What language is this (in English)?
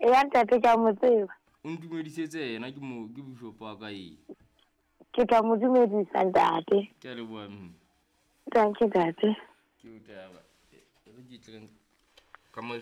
Southern Sotho